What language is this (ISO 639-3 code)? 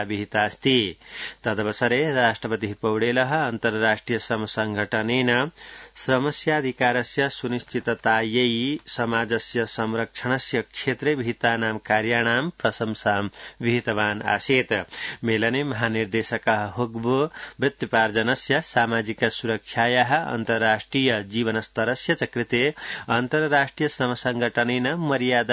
san